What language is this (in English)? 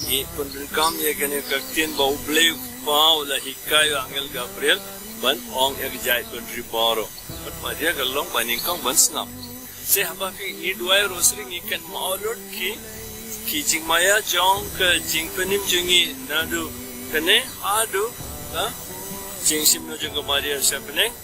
Khasi